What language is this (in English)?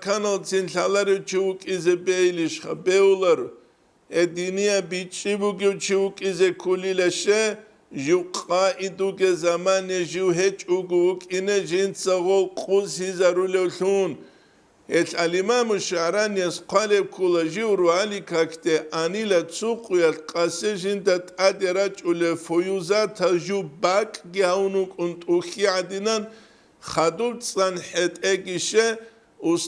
Avaric